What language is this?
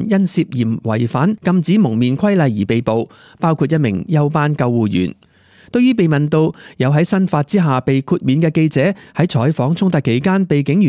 Cantonese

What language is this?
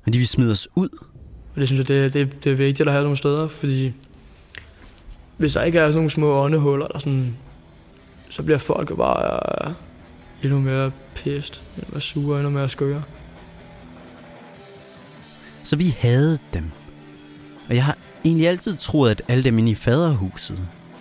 Danish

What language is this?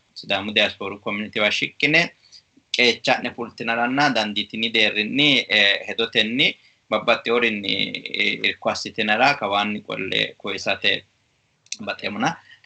Sidamo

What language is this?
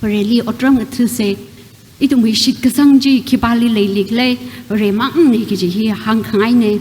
Tangkhul Naga (India)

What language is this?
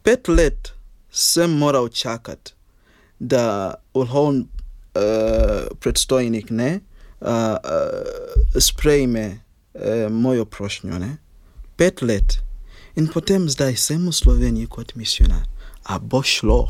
Slovenian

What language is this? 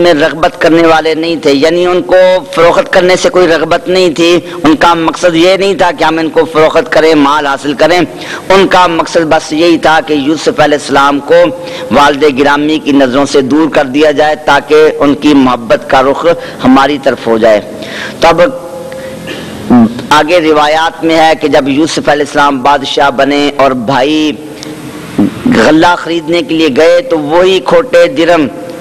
Urdu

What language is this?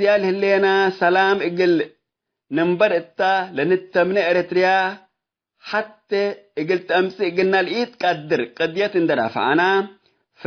Tigre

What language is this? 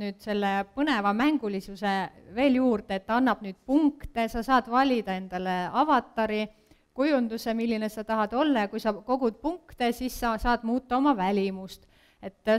Estonian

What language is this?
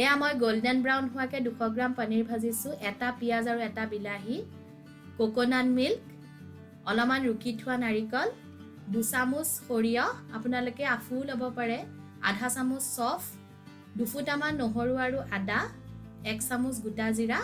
Assamese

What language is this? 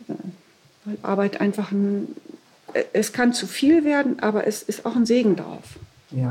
German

